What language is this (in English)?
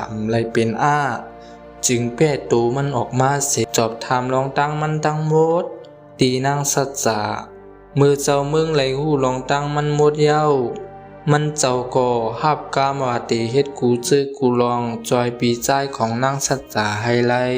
Shan